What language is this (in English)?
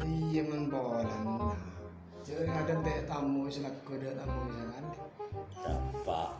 Madurese